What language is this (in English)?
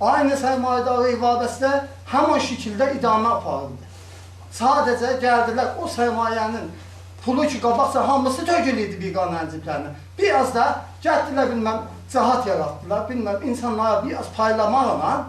South Azerbaijani